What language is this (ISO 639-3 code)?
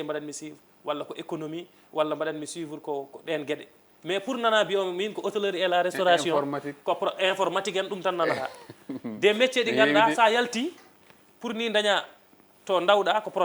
ful